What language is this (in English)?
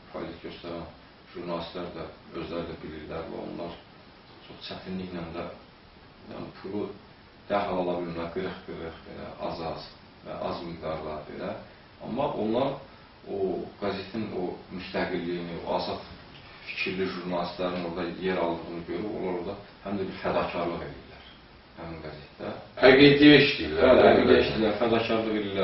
Azerbaijani